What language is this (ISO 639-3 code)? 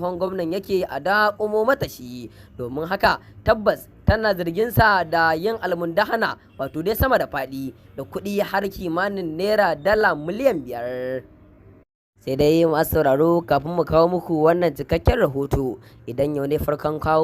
hau